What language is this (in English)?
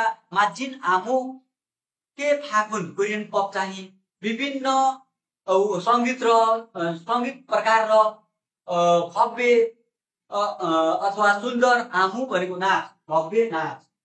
Nepali